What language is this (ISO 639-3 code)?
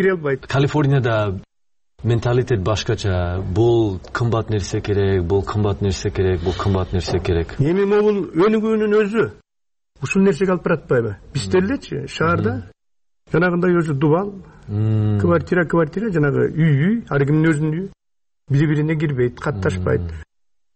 kir